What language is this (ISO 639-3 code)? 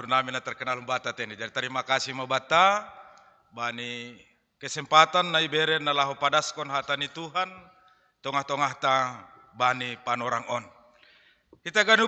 bts